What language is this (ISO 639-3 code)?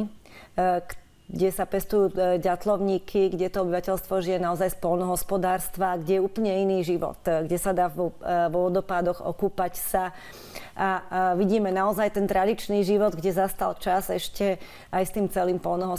slk